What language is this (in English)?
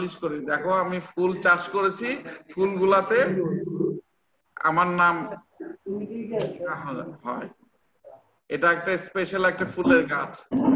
Bangla